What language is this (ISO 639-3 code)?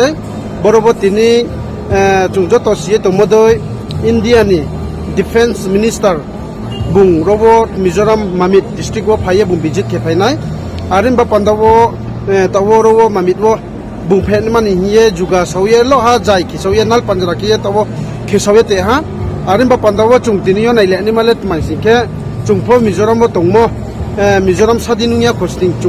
ria